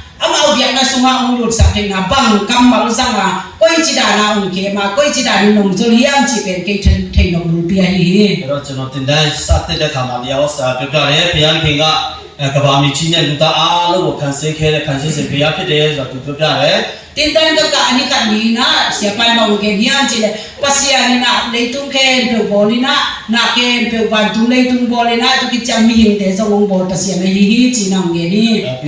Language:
Tedim Chin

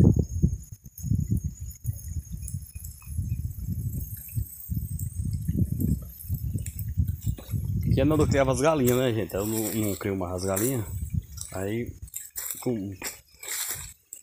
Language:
Portuguese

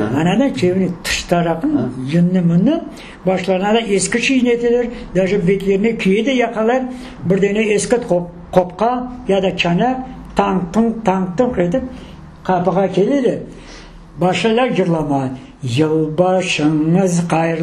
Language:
Crimean Tatar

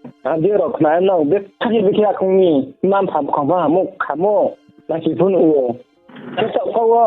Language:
Riang (India)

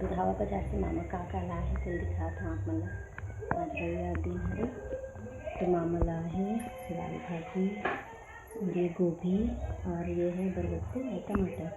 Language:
Chhattisgarhi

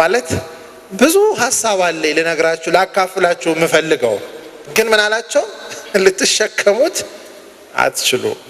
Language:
Amharic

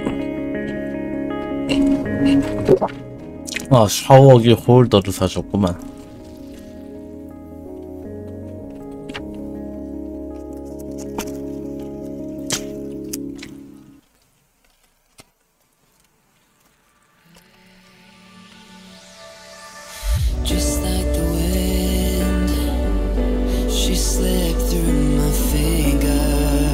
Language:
Korean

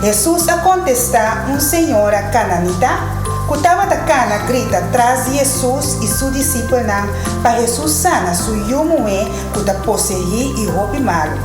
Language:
Papiamento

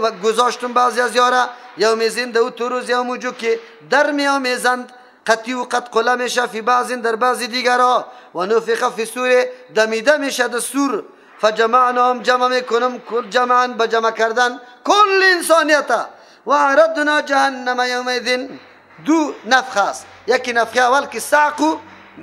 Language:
Persian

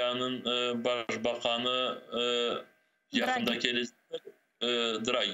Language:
Crimean Tatar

